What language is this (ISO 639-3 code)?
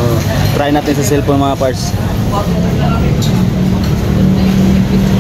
fil